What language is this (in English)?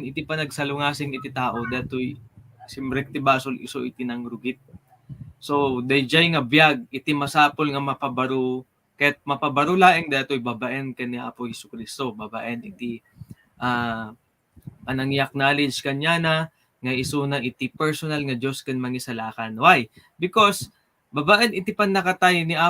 Iloko